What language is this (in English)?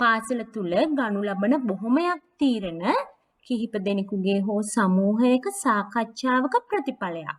Sinhala